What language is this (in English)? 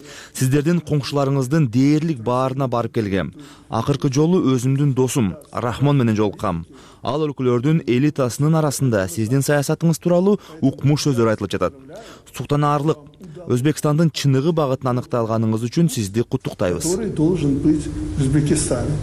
Kyrgyz